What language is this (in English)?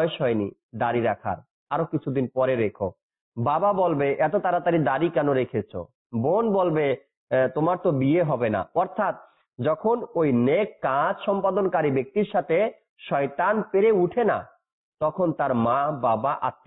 Bangla